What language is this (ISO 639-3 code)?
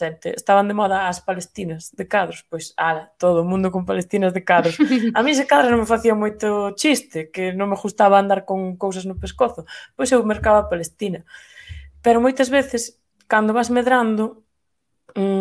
glg